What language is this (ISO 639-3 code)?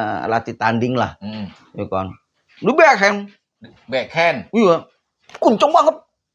bew